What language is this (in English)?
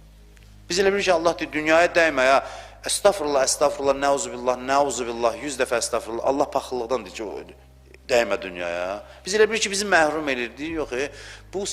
Azerbaijani